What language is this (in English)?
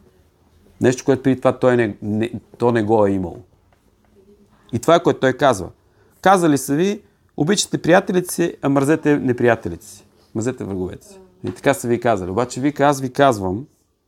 Bulgarian